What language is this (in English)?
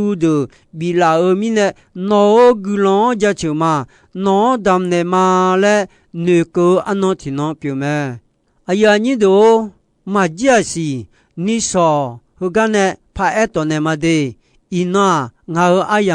Akha